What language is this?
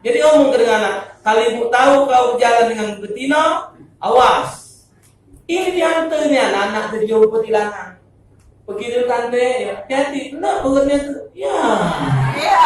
Musi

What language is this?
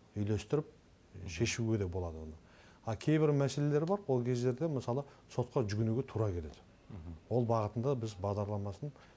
Kazakh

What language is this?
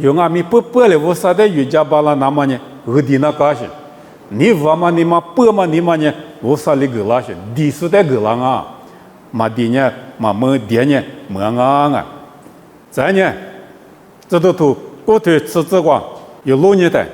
Lisu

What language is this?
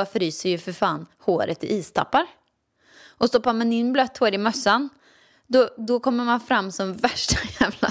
Swedish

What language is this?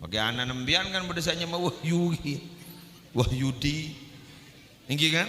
Madurese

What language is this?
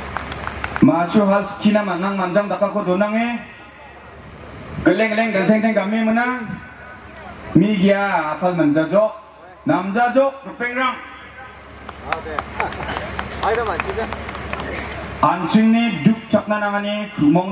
Garo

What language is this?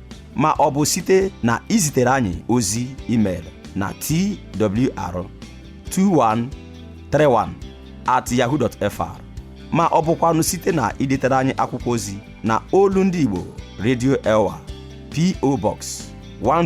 Igbo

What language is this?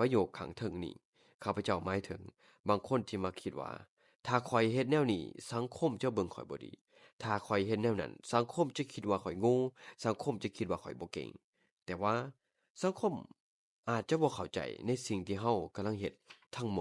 Lao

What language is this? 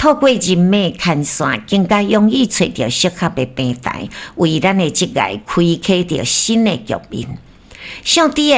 Min Nan Chinese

